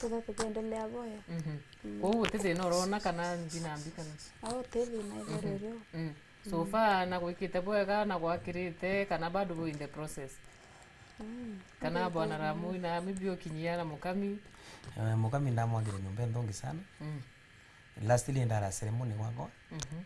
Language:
Meru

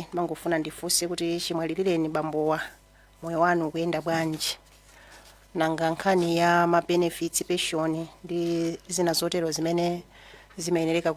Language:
Nyanja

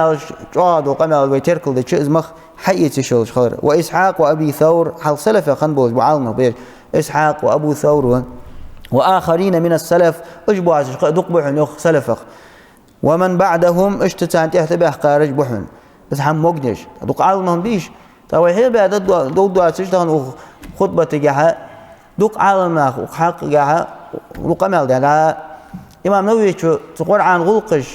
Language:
Ingush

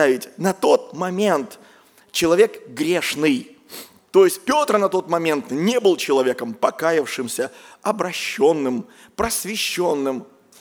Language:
Russian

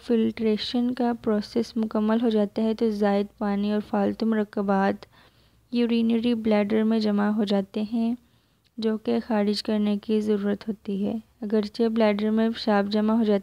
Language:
Urdu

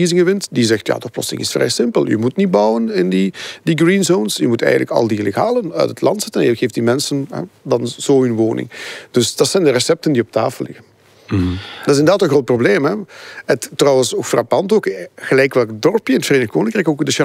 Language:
Dutch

